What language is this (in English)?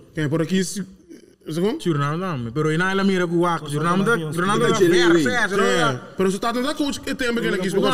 Papiamento